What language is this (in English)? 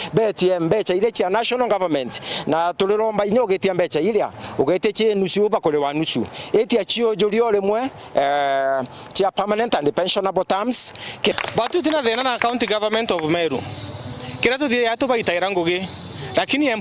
Meru